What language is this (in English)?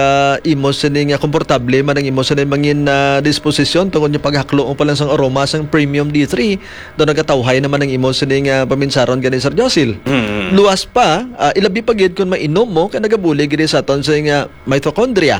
Hiligaynon